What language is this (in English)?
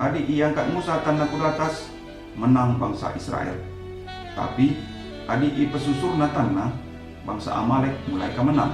Batak Karo